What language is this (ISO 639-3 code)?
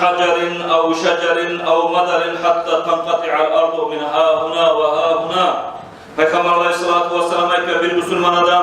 kum